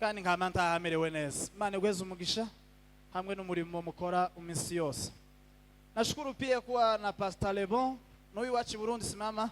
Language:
Kinyarwanda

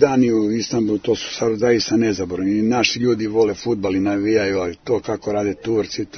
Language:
Serbian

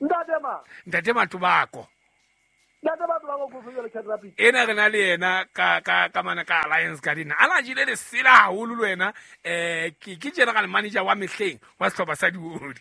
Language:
Southern Sotho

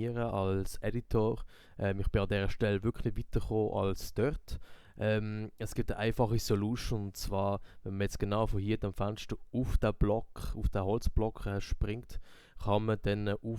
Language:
Swiss German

